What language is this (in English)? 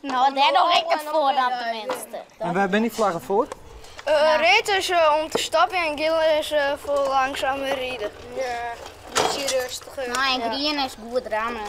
Western Frisian